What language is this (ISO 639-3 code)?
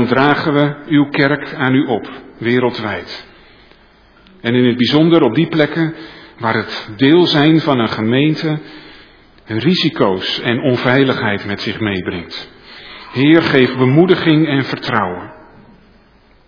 nld